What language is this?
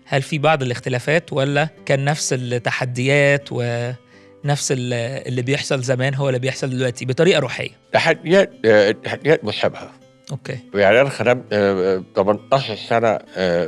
Egyptian Arabic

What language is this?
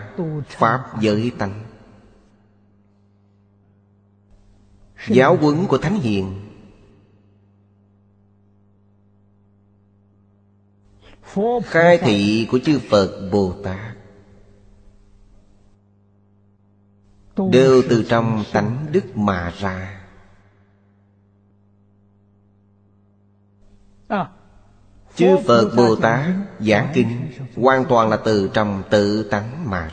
Vietnamese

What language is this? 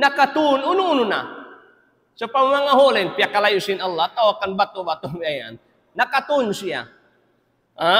Tausug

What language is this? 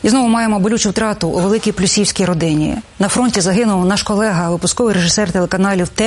Ukrainian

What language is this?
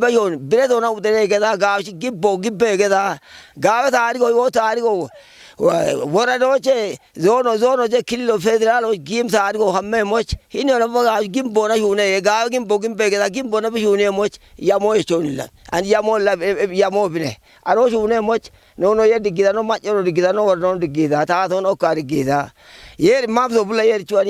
Kafa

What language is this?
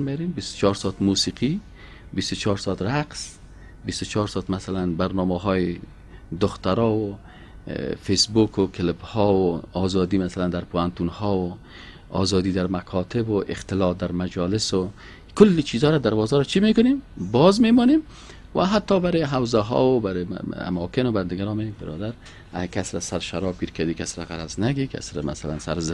Persian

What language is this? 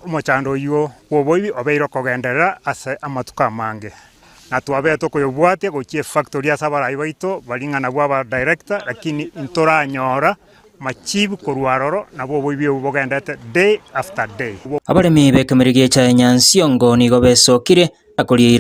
Gusii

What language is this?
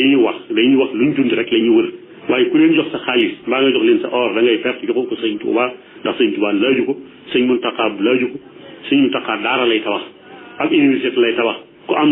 Wolof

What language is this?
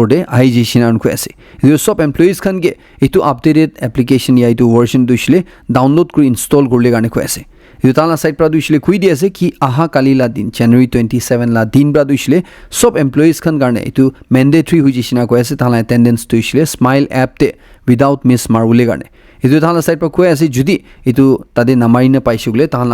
Naga Pidgin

